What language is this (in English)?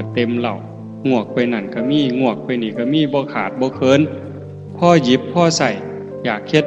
Northeastern Thai